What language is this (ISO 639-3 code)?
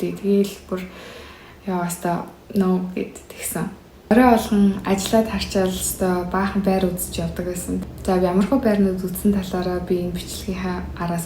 mon